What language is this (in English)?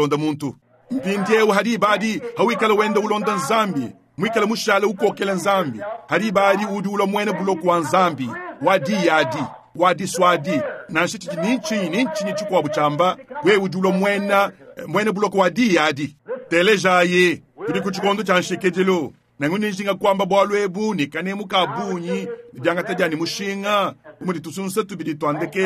Luba-Lulua